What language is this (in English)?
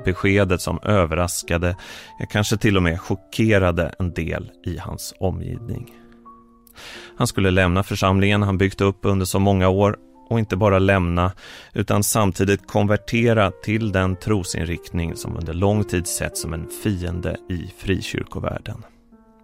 Swedish